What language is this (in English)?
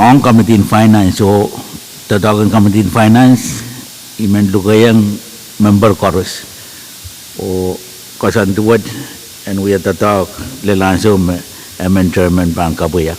Pohnpeian